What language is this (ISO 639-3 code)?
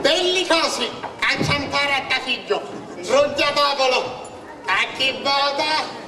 scn